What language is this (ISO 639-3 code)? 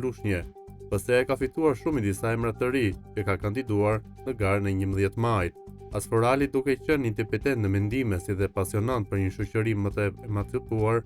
sqi